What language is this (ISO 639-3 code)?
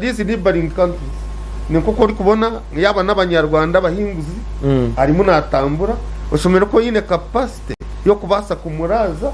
nyn